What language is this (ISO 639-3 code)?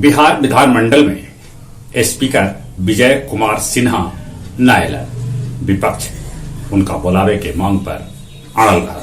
mag